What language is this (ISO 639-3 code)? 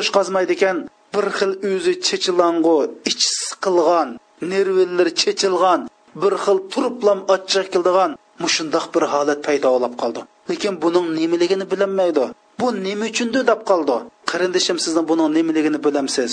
uig